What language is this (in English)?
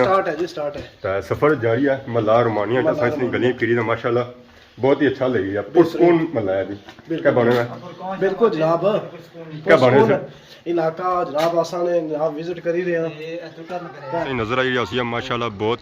Pahari-Potwari